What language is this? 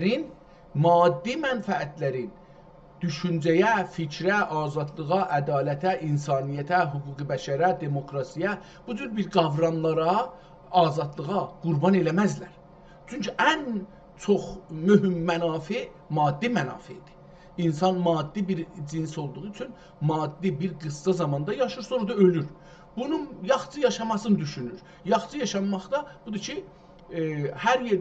South Azerbaijani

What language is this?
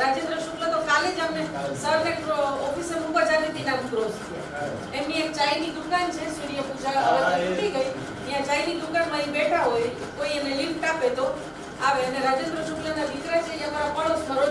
Gujarati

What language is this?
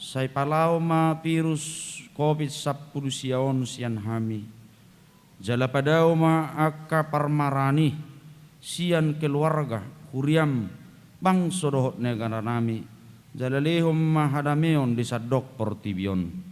Batak Toba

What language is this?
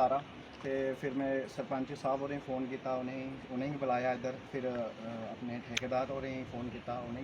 Dogri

